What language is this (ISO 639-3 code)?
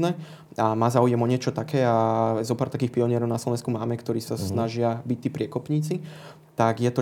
slk